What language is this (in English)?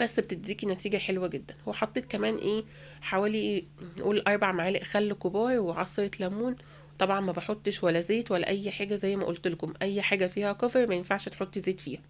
Egyptian Arabic